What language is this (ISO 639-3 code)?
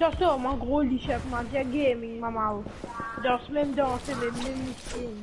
mfe